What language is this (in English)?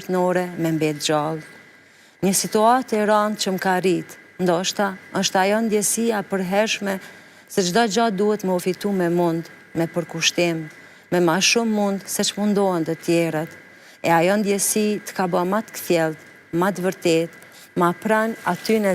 Albanian